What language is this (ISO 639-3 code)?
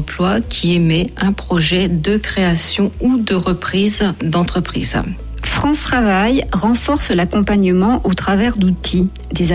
fra